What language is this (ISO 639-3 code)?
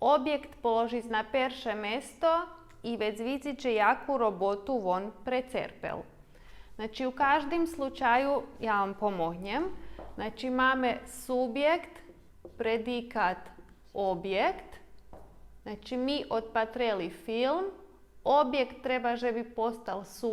rue